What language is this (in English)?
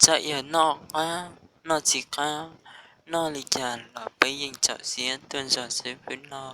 Hmong